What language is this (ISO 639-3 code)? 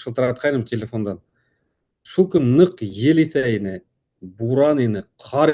bak